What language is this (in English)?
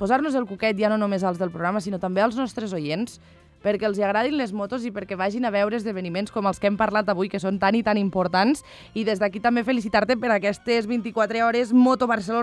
Catalan